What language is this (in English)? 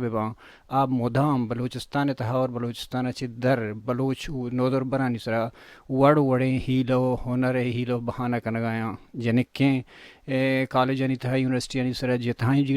Baluchi